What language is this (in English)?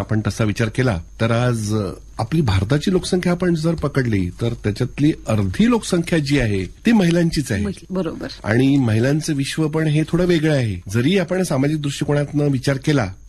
Marathi